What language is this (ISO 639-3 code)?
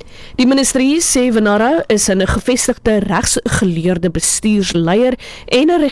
afr